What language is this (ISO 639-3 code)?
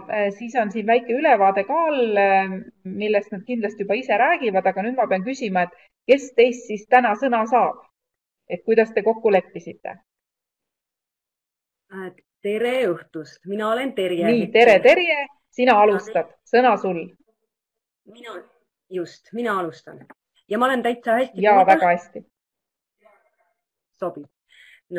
est